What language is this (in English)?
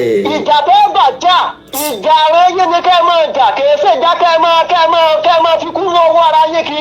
Yoruba